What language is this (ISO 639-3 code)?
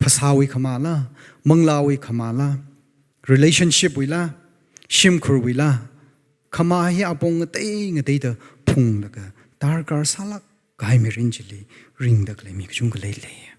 nmf